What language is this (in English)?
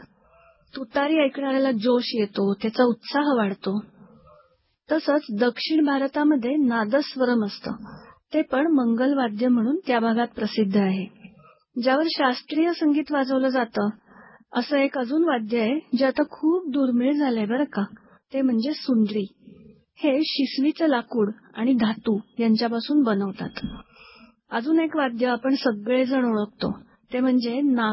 Marathi